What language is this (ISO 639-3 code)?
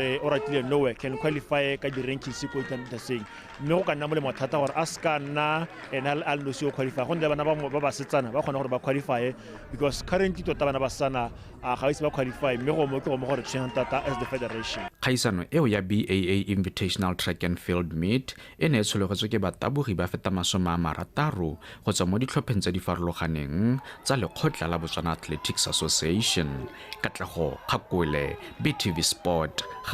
tsn